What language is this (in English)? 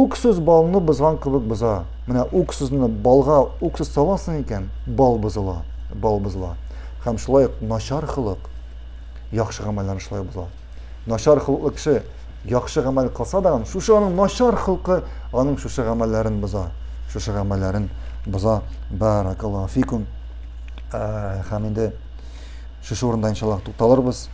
Tatar